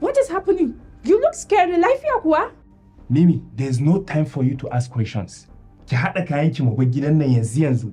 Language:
Hausa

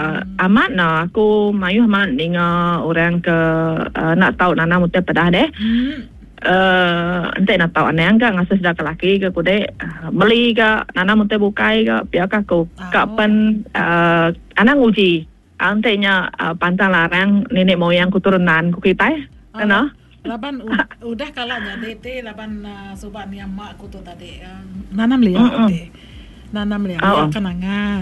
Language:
Iban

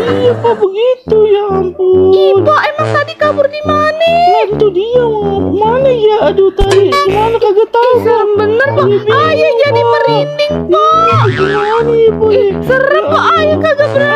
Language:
Betawi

